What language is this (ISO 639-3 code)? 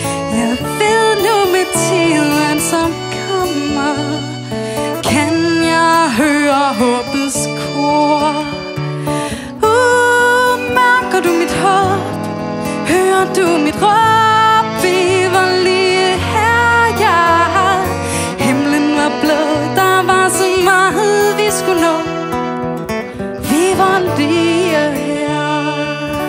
dan